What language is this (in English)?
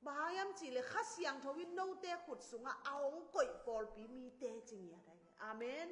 Tedim Chin